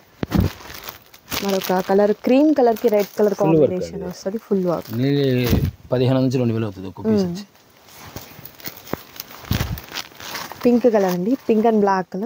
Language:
Telugu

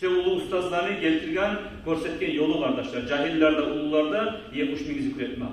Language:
Kumyk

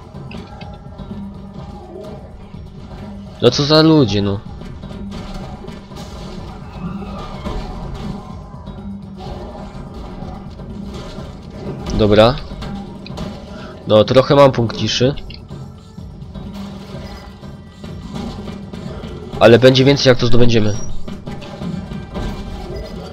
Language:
Polish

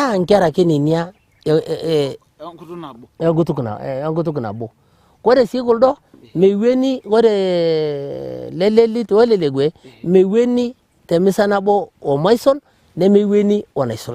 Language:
Masai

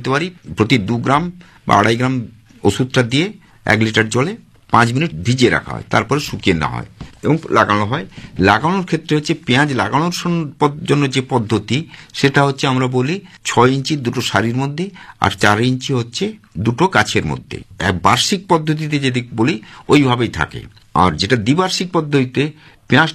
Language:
Bangla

